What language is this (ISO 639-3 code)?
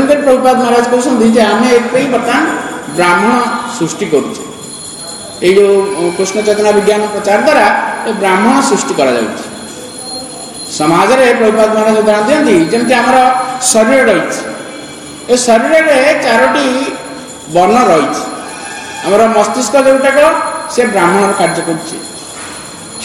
ori